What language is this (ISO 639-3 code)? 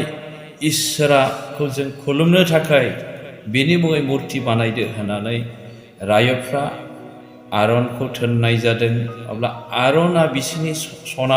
brx